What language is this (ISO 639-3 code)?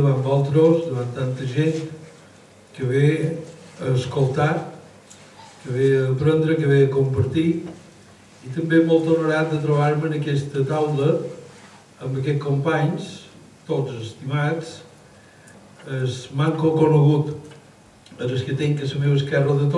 cat